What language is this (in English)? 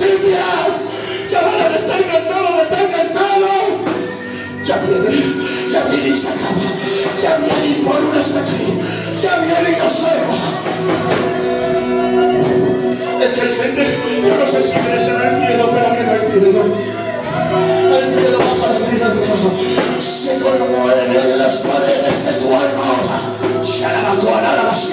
Spanish